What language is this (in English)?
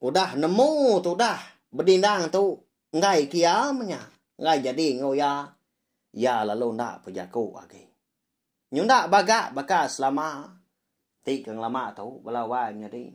Iban